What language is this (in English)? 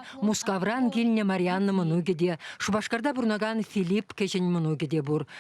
Chuvash